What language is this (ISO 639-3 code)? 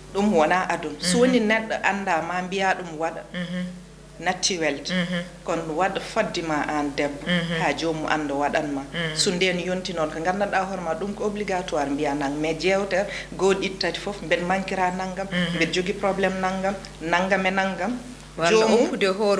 ful